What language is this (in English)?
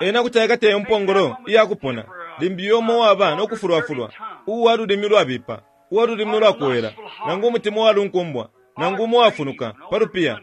Bemba